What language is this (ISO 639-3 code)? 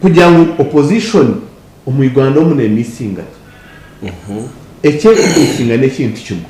nyn